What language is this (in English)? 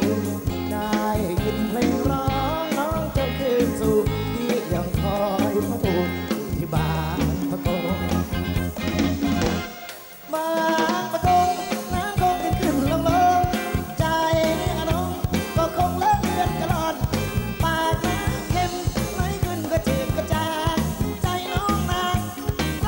Thai